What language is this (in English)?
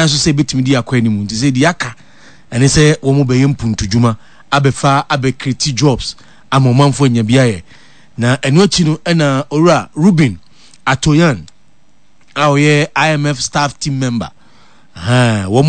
Akan